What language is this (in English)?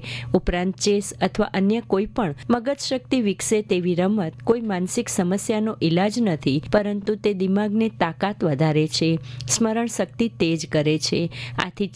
Gujarati